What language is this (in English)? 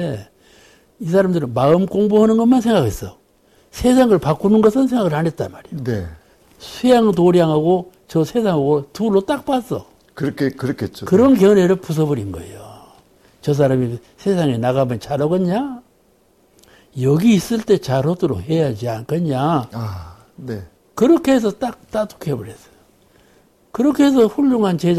Korean